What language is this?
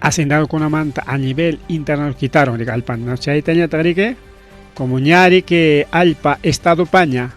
Ayacucho Quechua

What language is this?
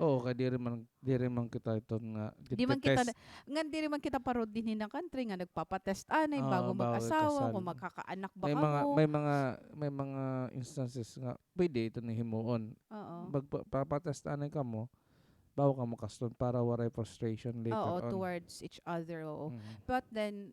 Waray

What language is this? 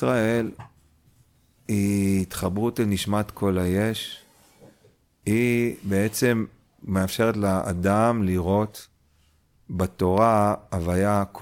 Hebrew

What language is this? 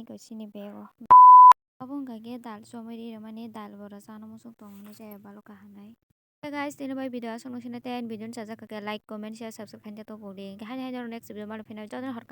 Kok Borok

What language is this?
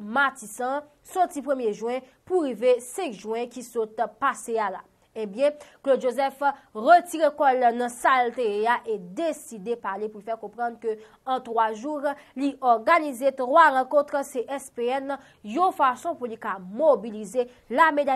Haitian Creole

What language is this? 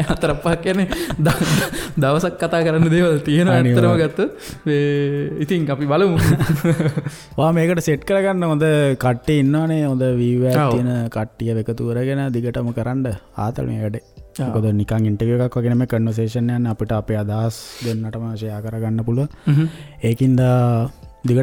Sinhala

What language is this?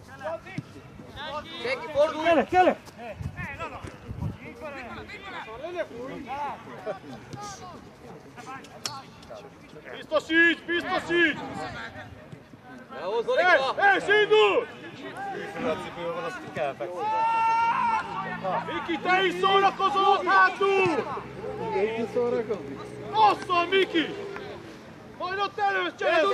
Hungarian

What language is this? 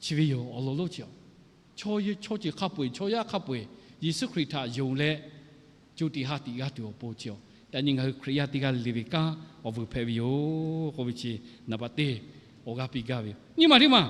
Lahu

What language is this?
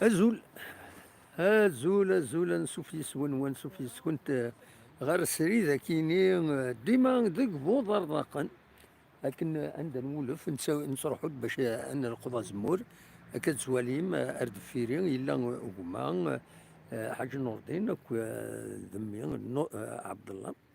Kabyle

